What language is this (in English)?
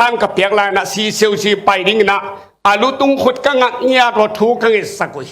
Tedim Chin